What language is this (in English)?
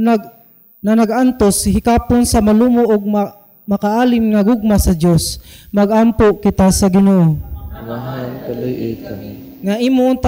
Cebuano